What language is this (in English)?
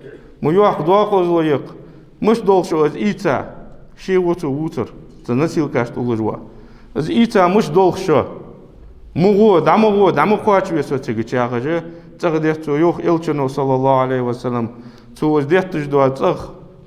Ingush